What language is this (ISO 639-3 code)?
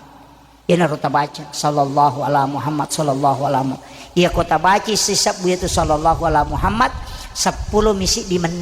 bug